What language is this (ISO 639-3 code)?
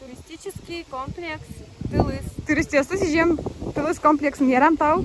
udm